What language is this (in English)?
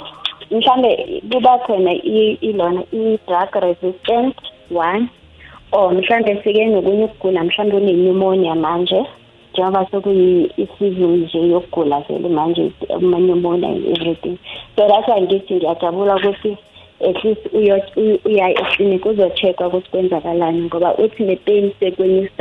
South Ndebele